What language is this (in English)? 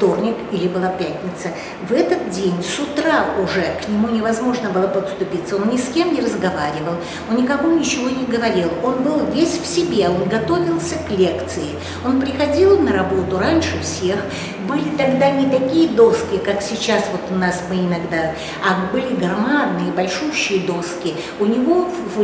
Russian